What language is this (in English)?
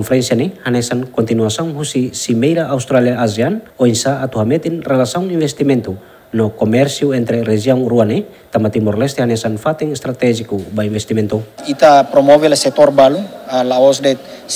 Tetum